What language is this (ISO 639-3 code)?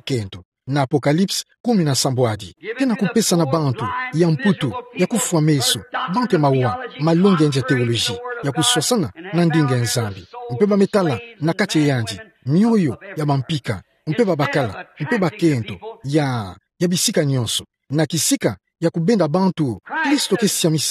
ktu